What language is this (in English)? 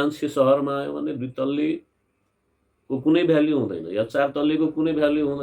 Nepali